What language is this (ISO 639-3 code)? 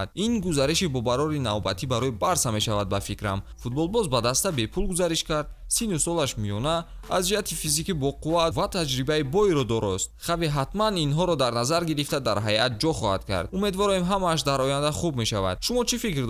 tgk